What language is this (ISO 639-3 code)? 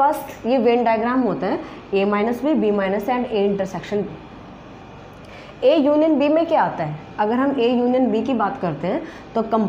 hin